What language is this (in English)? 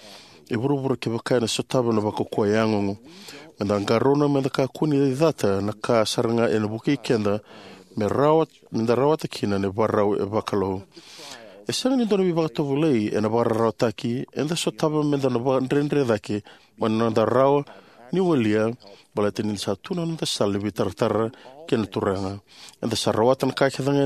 Fijian